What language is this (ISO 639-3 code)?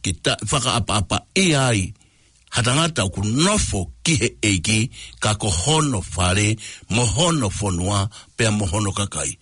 ton